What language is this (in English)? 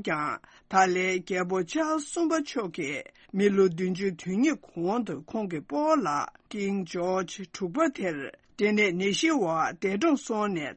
Tibetan